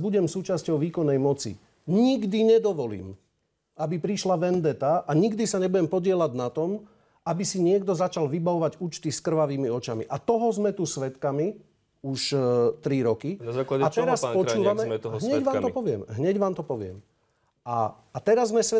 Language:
Slovak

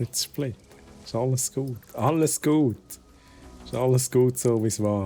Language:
Swiss German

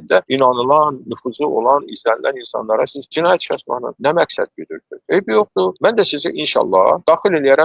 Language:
Azerbaijani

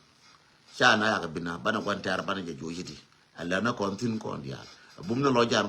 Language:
Nuer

